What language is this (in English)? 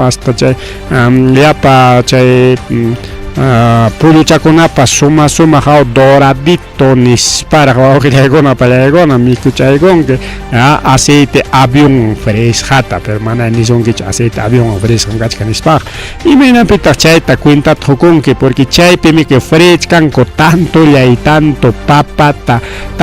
Ayacucho Quechua